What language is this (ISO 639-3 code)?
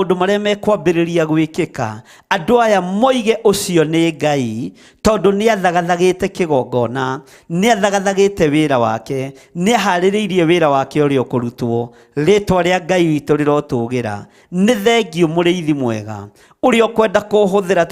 kik